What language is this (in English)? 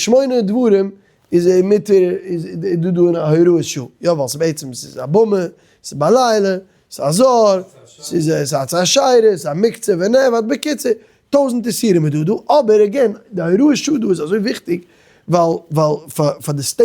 Yiddish